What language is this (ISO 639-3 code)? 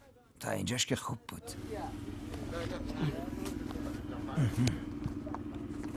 fas